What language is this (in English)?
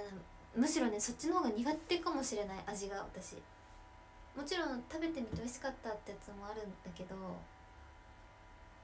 Japanese